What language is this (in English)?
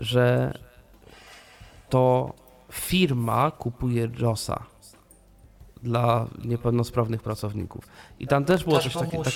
Polish